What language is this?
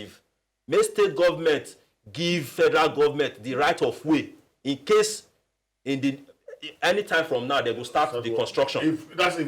Nigerian Pidgin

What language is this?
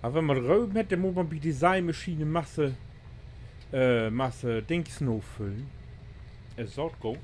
Low German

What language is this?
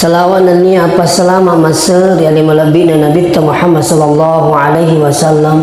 Buginese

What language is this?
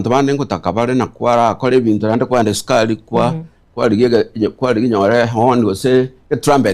Gusii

